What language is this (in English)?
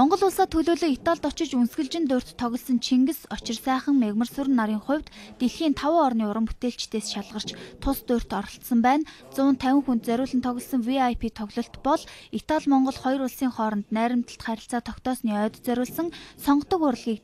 Mongolian